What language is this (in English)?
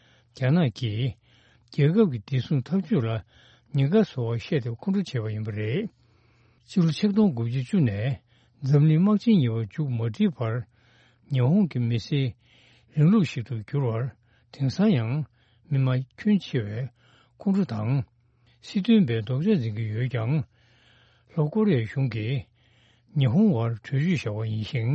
Tibetan